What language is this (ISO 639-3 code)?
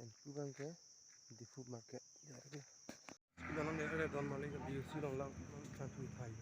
mjw